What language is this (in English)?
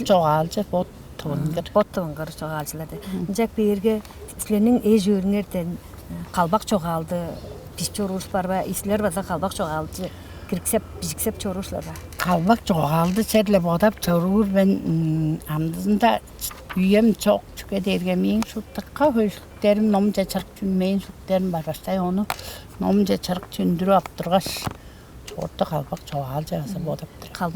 Tuvinian